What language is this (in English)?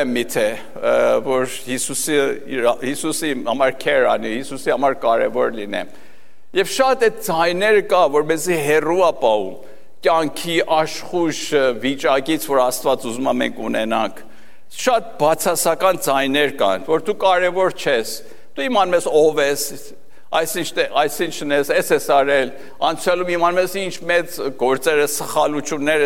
Armenian